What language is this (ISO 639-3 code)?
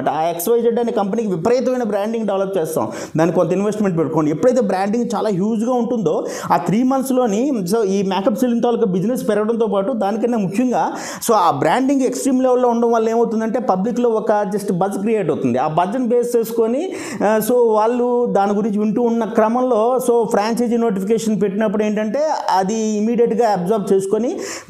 tel